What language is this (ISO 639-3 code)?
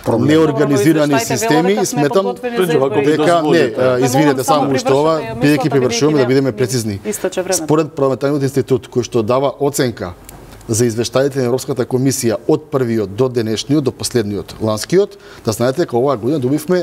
mkd